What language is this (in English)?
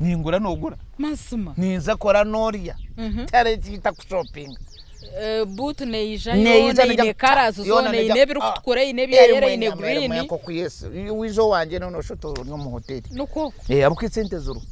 Nyankole